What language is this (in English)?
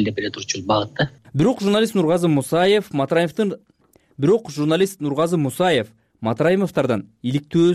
Kyrgyz